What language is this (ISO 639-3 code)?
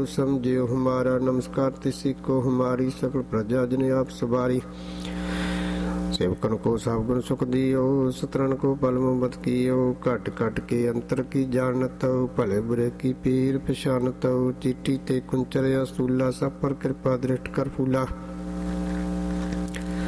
pan